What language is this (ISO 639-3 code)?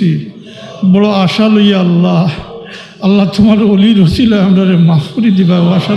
syl